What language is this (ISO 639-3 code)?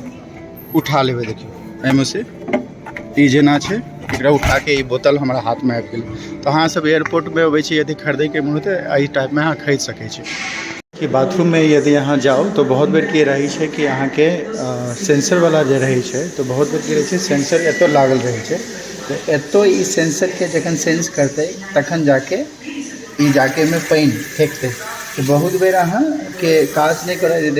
mai